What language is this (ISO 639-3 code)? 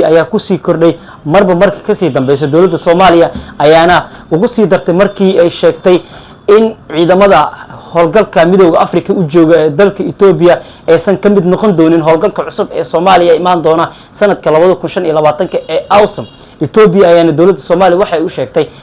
som